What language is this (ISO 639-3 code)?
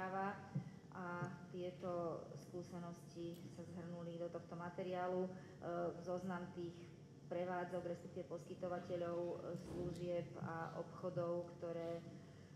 slk